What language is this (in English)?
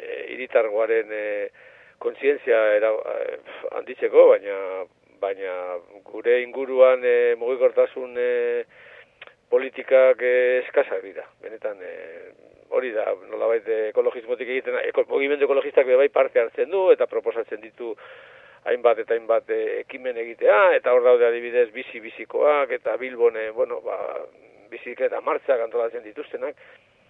Basque